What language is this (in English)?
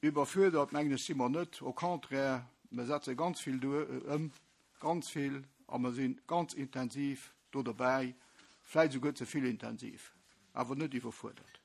Luxembourgish